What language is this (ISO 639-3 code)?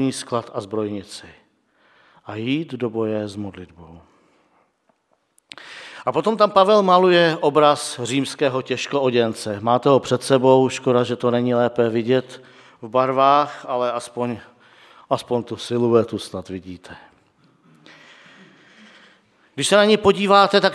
ces